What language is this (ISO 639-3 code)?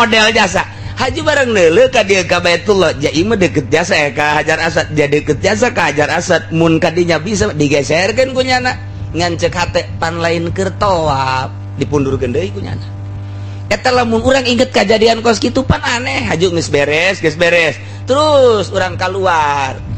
sun